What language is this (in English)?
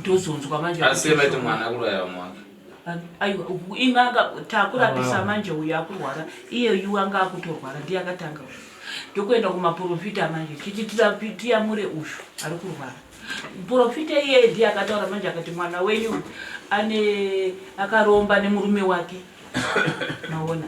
Shona